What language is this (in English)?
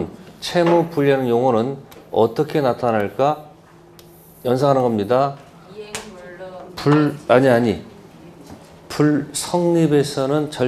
Korean